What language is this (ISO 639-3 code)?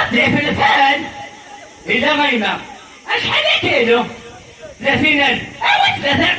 kab